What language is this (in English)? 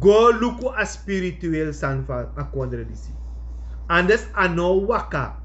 Sranan Tongo